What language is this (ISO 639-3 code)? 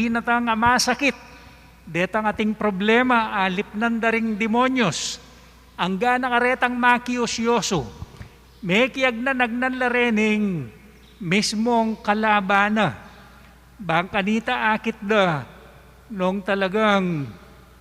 pam